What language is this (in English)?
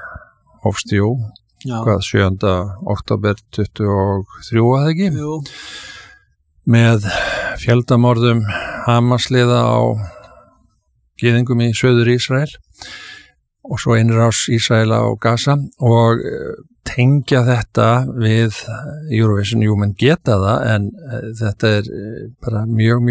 Icelandic